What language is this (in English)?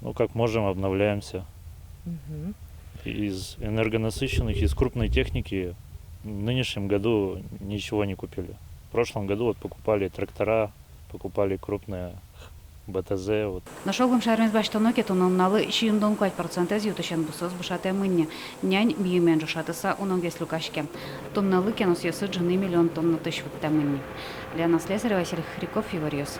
Udmurt